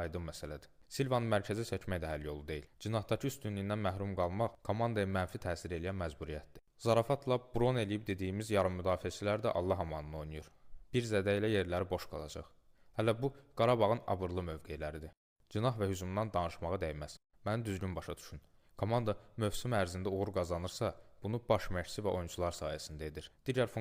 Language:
Azerbaijani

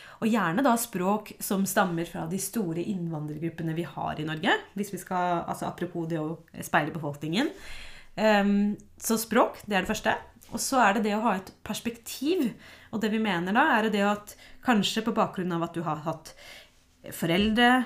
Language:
Norwegian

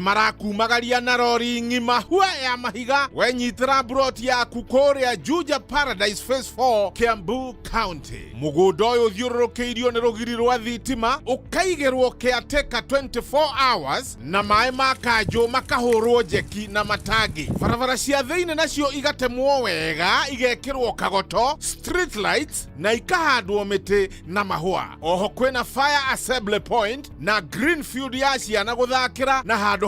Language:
Kikuyu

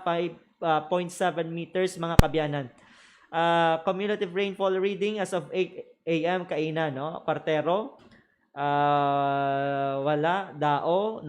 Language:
Hiligaynon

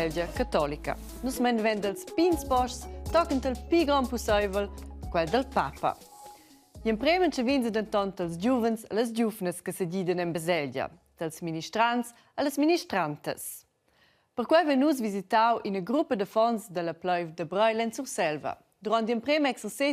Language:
Romansh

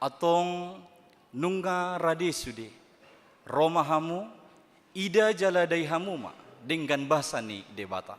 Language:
Batak Toba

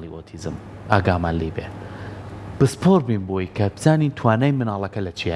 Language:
Central Kurdish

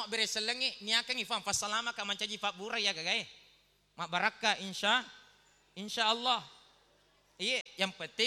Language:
Buginese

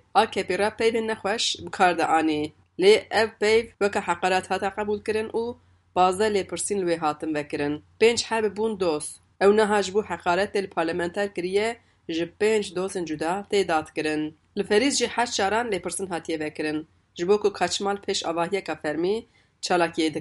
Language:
Kurdish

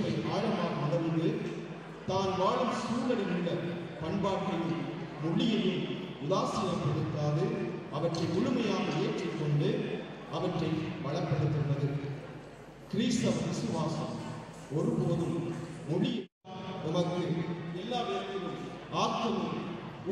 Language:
Tamil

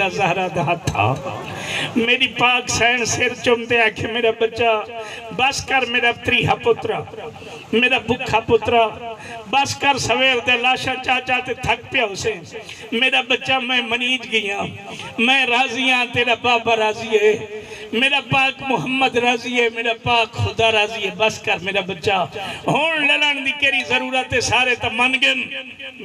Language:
Saraiki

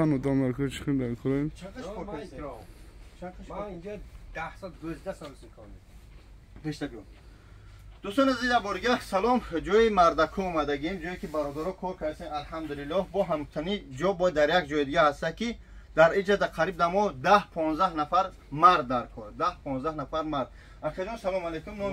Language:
Tajik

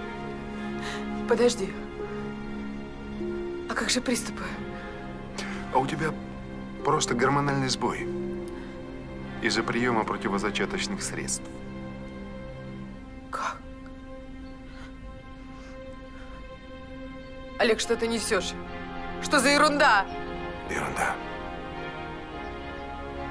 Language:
Russian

